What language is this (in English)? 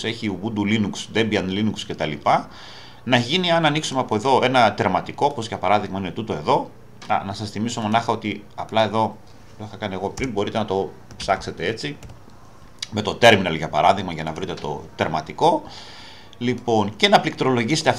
Greek